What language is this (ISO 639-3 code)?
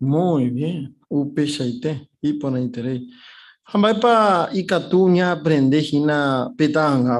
grn